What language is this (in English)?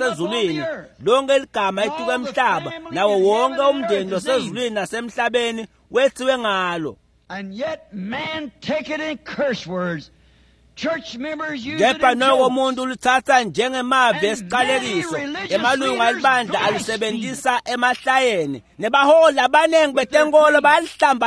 Swati